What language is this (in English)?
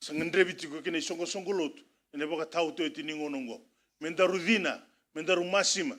Fijian